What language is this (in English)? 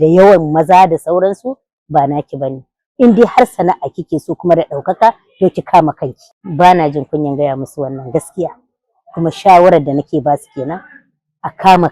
Hausa